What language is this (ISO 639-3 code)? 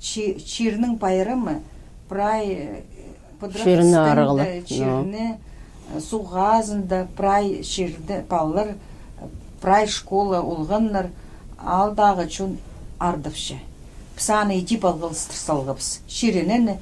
kjh